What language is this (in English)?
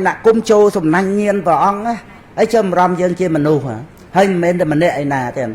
Khmer